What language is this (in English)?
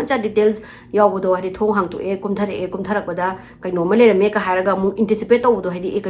Manipuri